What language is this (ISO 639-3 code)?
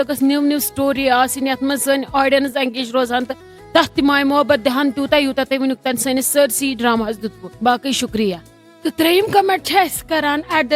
kas